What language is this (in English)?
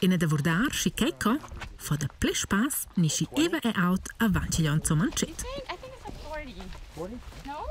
Romansh